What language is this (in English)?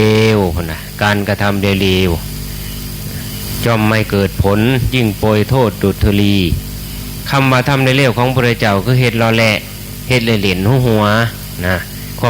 Northeastern Thai